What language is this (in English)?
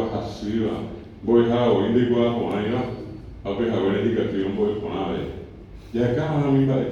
Guarani